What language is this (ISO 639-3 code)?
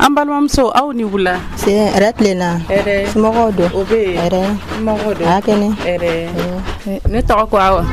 dyu